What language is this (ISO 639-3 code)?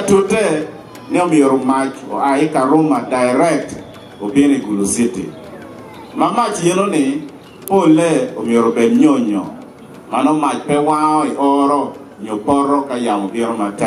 ach